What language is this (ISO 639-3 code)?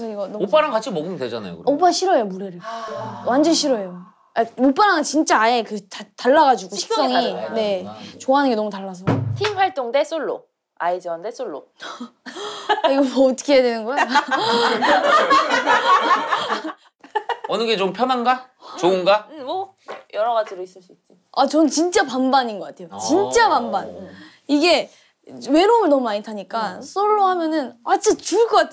kor